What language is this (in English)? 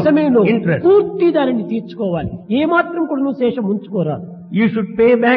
Telugu